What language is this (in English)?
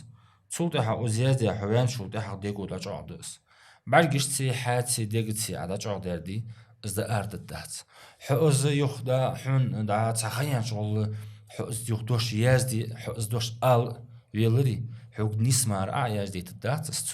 Ingush